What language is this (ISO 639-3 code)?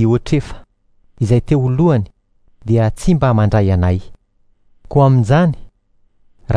mlg